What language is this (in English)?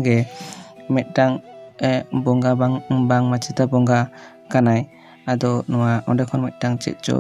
Santali